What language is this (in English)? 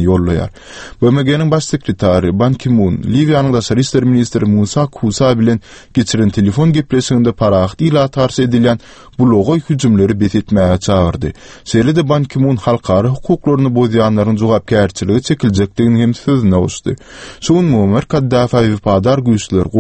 Turkmen